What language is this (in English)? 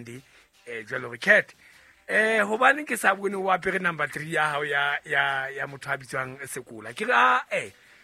Southern Sotho